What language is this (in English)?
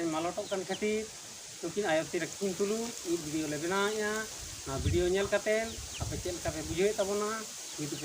Santali